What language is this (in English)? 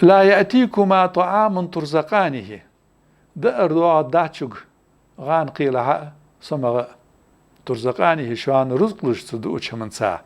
Ingush